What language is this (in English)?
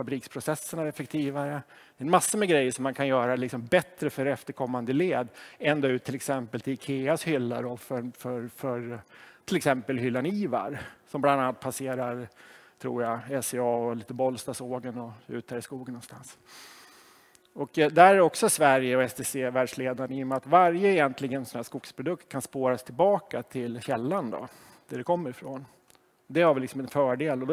Swedish